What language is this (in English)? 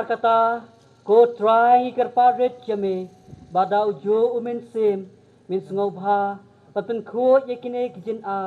Khasi